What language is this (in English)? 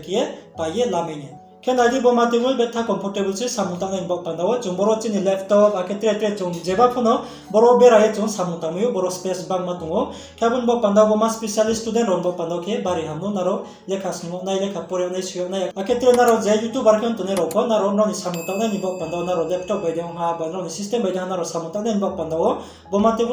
Riang (India)